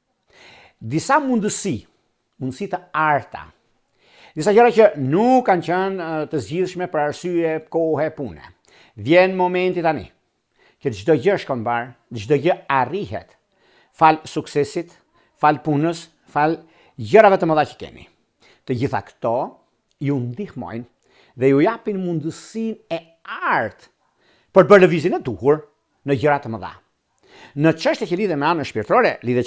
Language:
Albanian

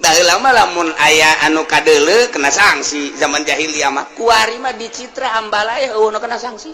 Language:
Sundanese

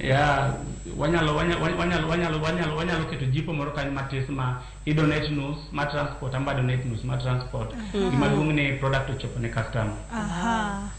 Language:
Luo (Kenya and Tanzania)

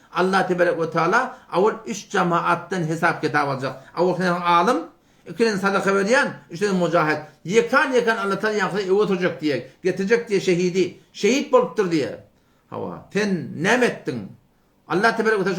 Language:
Turkmen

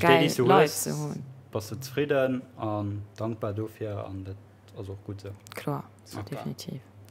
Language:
Luxembourgish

